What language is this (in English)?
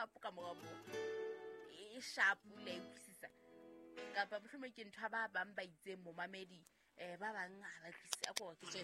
Southern Sotho